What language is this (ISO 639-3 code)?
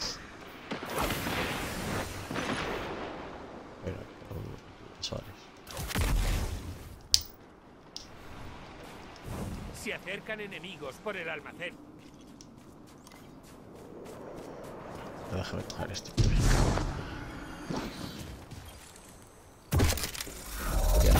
spa